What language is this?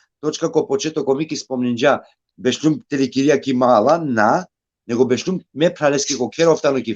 Balkan Romani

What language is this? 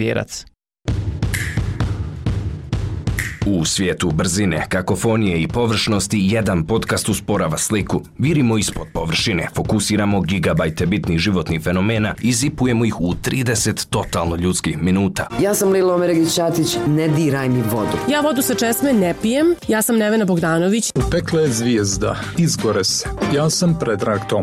Bosnian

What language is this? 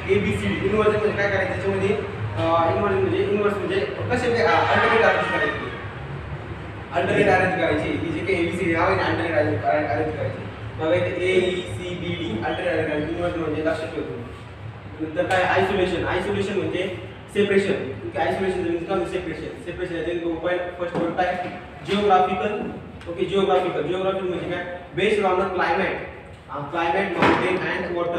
Marathi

